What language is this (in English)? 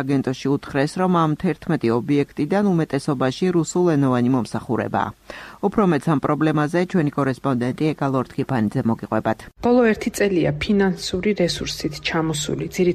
Georgian